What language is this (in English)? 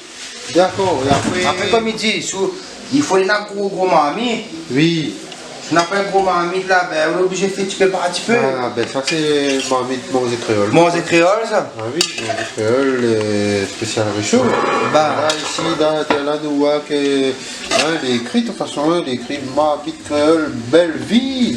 Réunion Creole French